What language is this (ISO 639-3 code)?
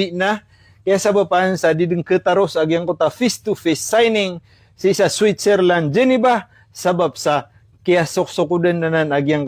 mrw